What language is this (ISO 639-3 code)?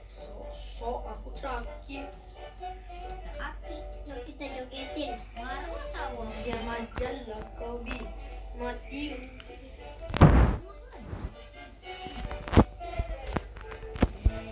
ind